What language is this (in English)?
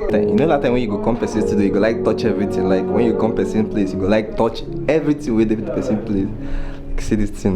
Nigerian Pidgin